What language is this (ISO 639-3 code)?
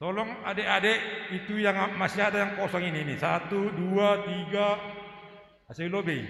bts